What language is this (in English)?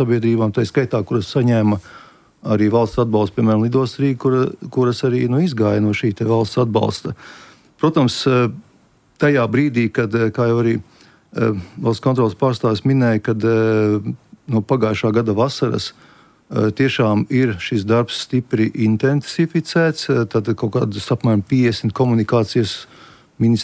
Latvian